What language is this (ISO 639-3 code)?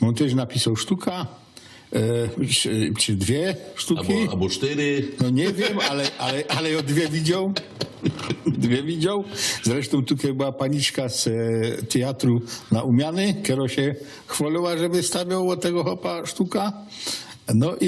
szl